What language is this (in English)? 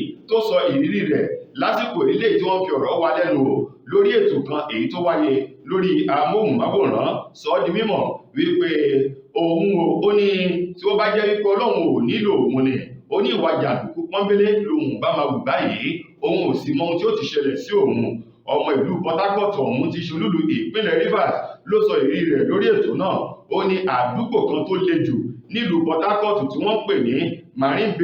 Yoruba